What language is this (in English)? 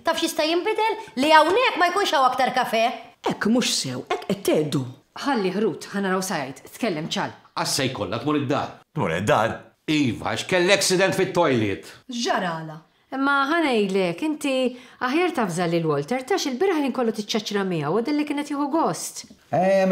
Maltese